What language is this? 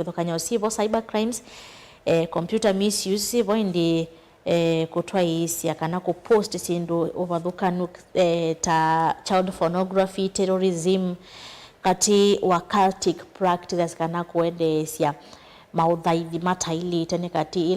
Kamba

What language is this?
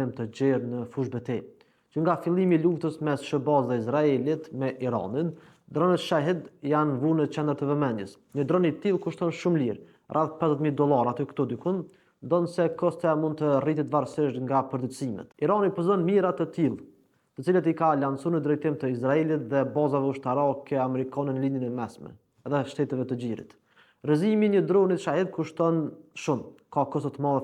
Albanian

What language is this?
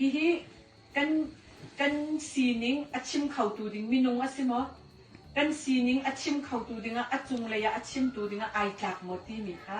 Hakha Chin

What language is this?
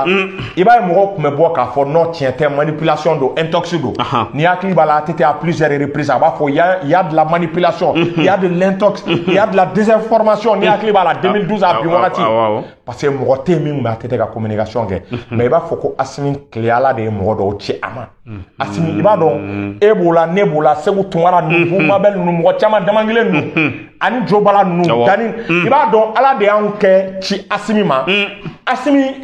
Bambara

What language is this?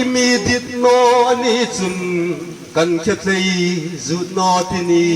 Hmar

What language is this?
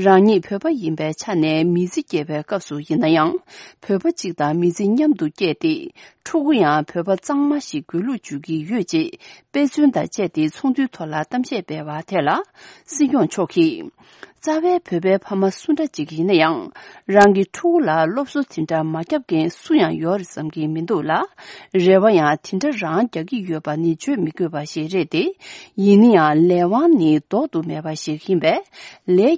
Tibetan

